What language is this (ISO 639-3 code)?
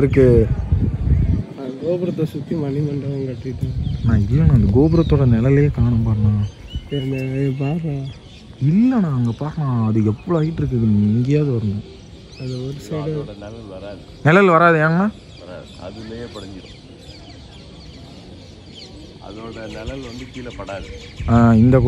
tam